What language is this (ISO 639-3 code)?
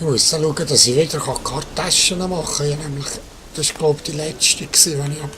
gsw